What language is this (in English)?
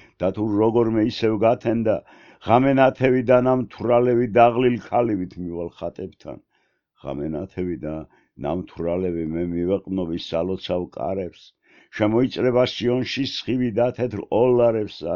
Georgian